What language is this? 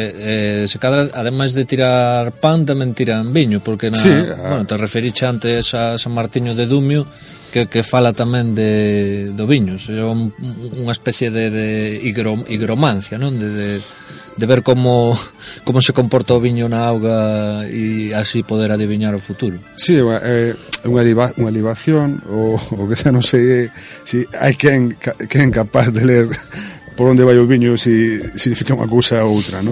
Galician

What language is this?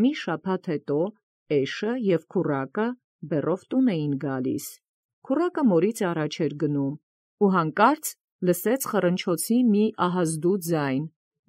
Armenian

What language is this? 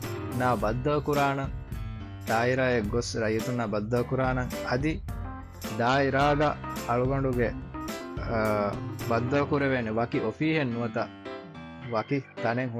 Divehi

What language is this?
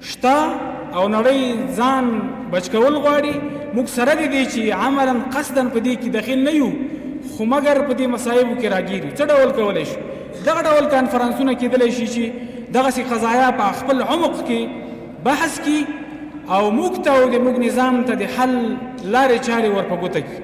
Pashto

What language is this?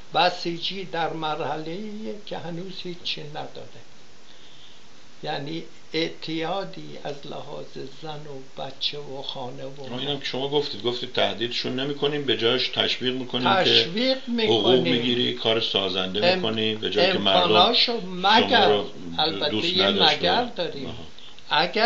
Persian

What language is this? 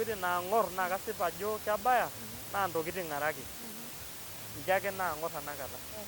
Masai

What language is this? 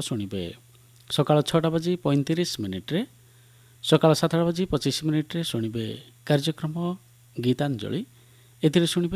Odia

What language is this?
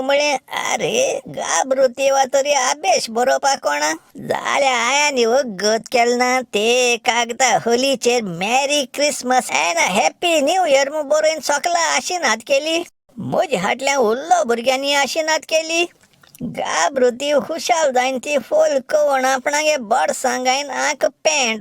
Konkani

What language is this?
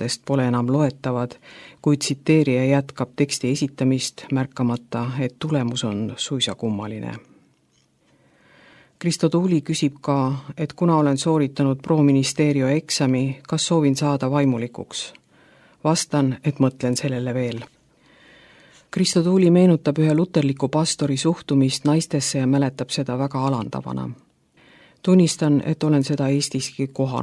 Estonian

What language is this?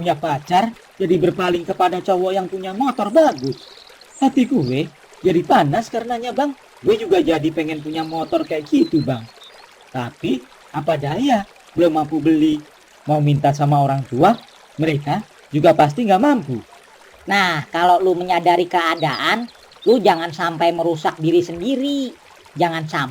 Betawi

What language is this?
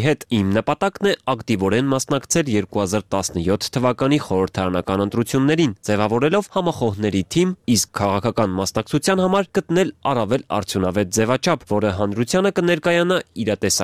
Armenian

